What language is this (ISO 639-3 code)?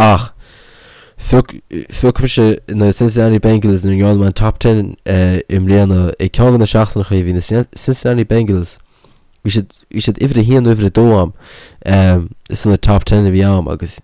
gle